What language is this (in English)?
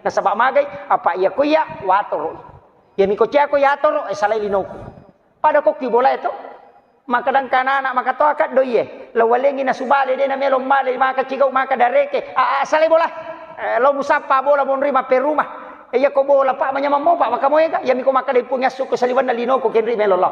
Buginese